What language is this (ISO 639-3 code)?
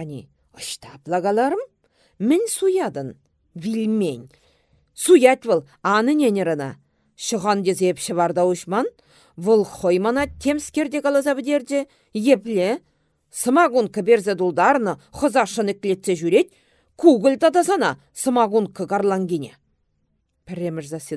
chv